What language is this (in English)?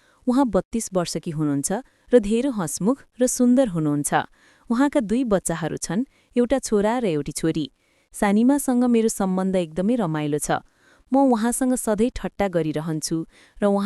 Nepali